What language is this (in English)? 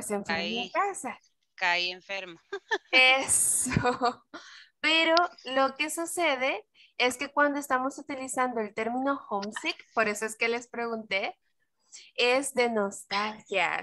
Spanish